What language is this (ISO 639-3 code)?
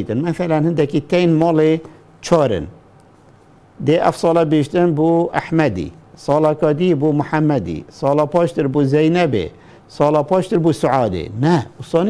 kur